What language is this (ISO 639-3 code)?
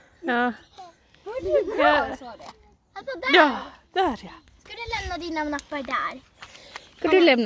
swe